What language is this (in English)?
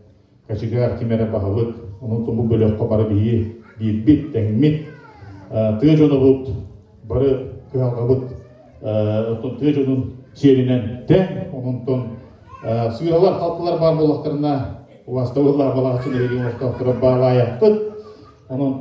Yakut